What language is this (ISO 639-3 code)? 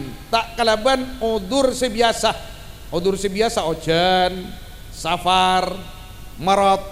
mad